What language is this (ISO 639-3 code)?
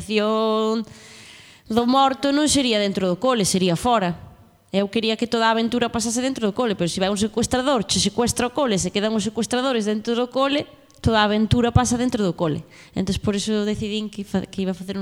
glg